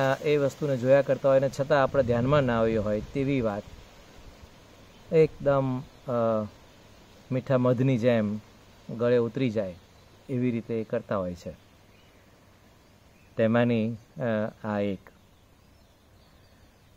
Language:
Gujarati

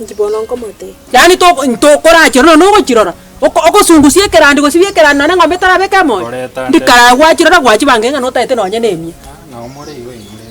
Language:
Gusii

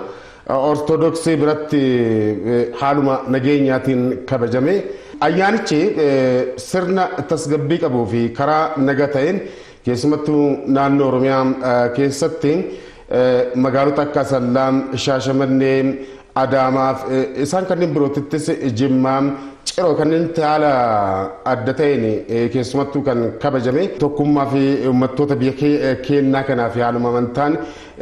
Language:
Oromo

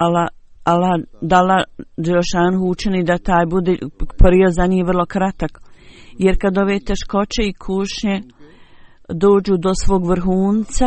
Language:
Bosnian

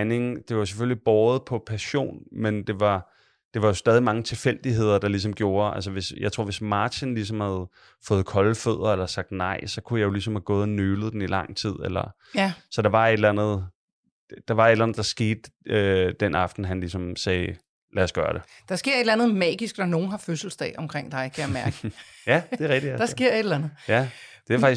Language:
Danish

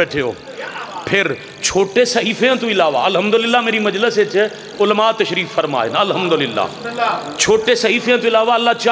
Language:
Urdu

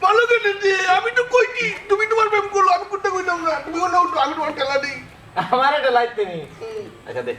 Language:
Sylheti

